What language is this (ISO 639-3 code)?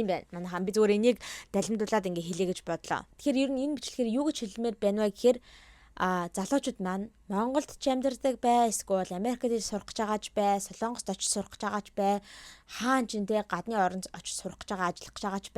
mon